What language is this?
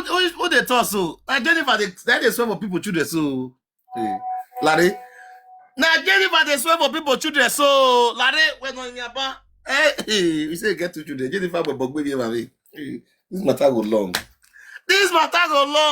Nigerian Pidgin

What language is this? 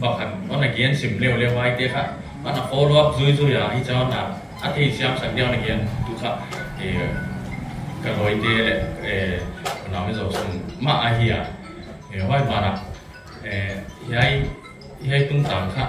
Paite Chin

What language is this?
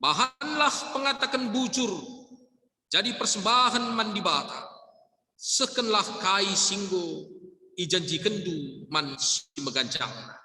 Batak Karo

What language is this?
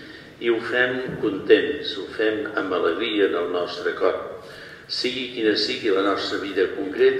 Catalan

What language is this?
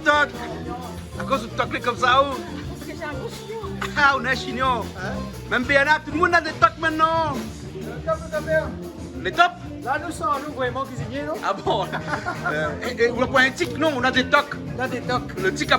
Réunion Creole French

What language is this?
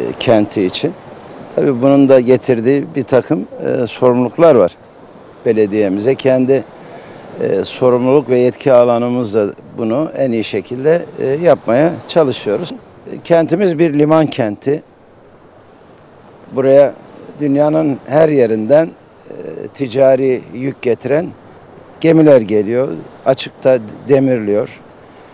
Turkish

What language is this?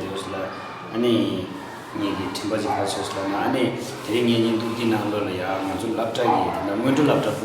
Tibetan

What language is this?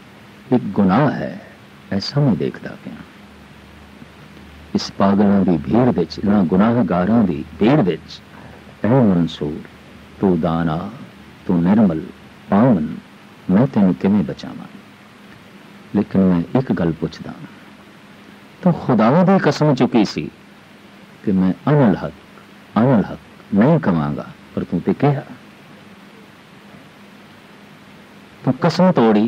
Punjabi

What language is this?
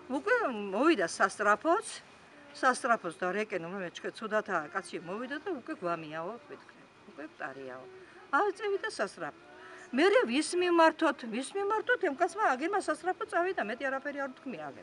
Georgian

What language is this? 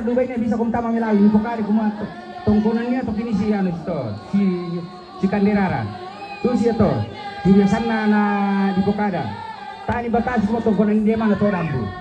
Toraja-Sa'dan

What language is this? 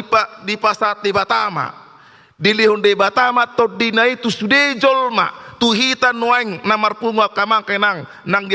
Batak Toba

